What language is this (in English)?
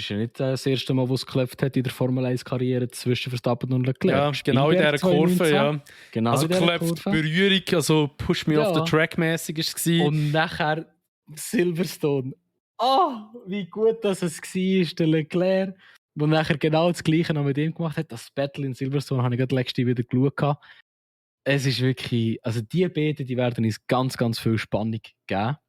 Swiss German